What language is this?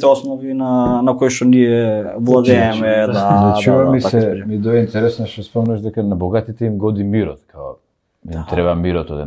Macedonian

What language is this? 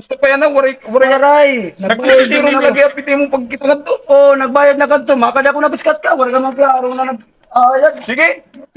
Waray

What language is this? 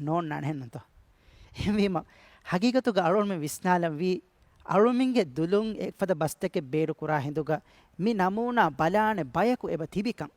Divehi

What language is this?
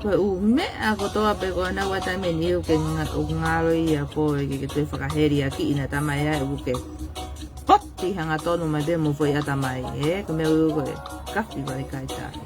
Tongan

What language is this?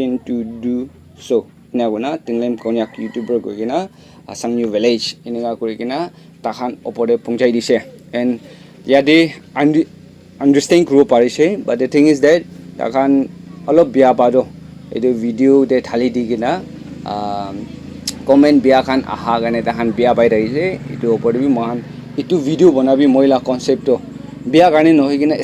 Naga Pidgin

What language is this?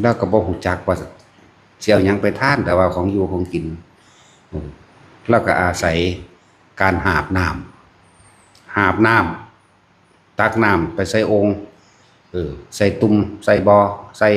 Northeastern Thai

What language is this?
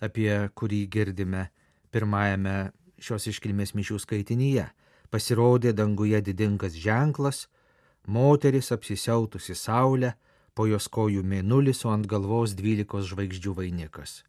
Lithuanian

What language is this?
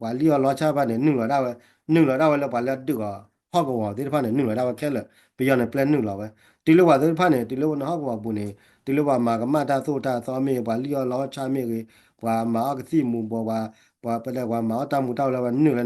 S'gaw Karen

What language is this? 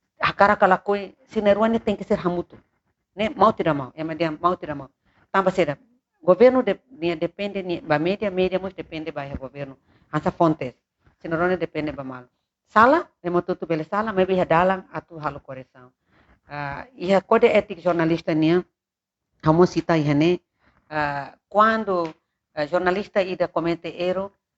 Tetum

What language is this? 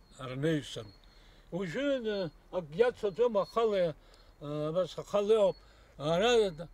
Abkhazian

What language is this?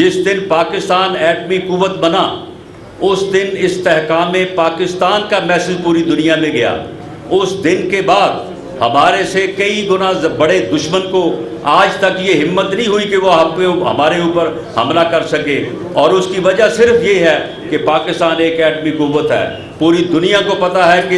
Urdu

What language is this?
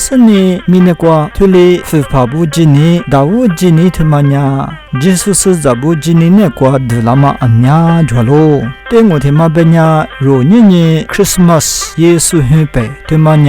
Lisu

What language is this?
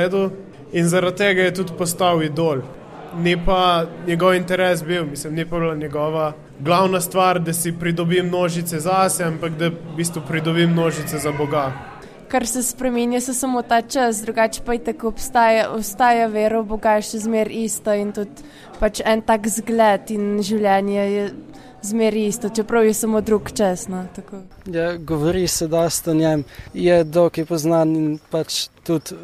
Slovenian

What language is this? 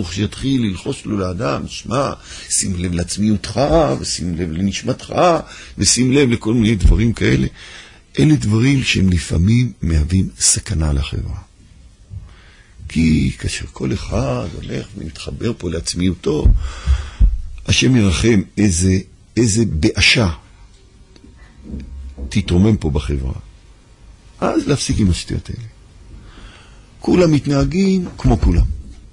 Hebrew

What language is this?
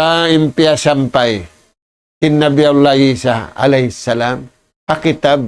Tausug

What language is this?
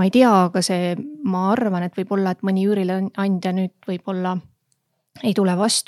Estonian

